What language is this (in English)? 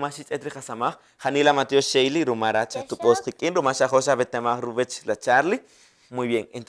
Kaqchikel